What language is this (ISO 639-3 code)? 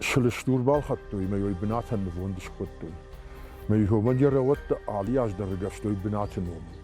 oss